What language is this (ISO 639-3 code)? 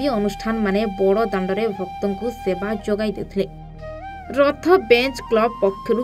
ori